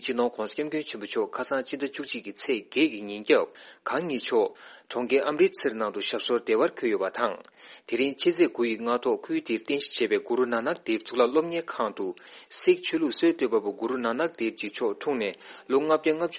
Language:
Tibetan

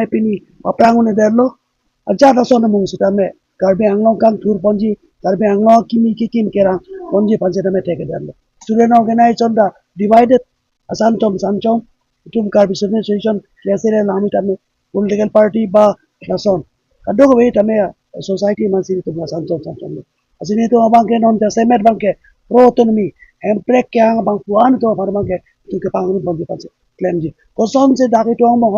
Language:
Karbi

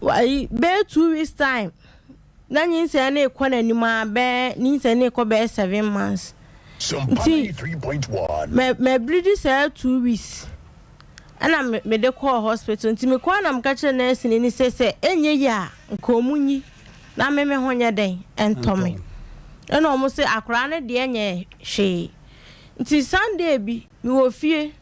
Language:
Akan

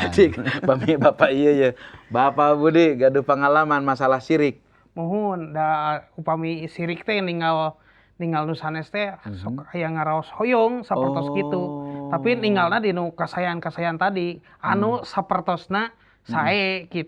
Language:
Sundanese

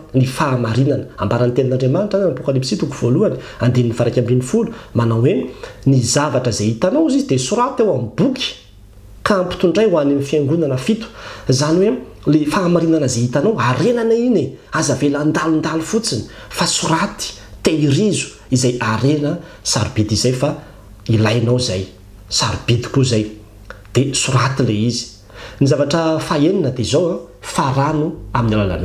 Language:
Malagasy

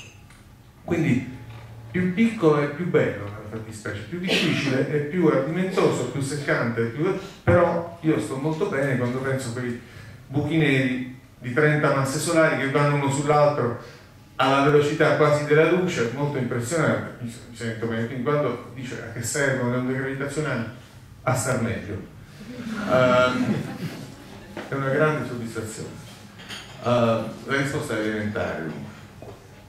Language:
Italian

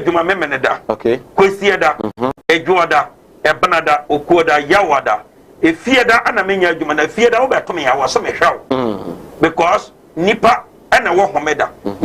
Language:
Akan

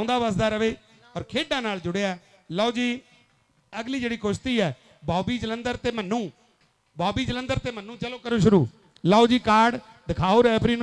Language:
Punjabi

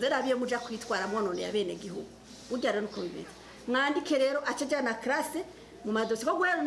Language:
Rundi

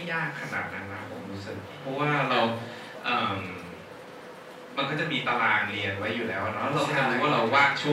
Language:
Thai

